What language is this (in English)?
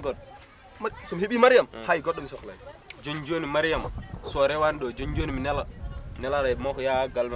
Fula